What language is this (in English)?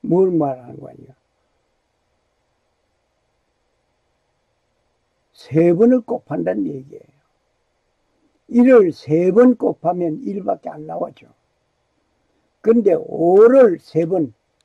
Korean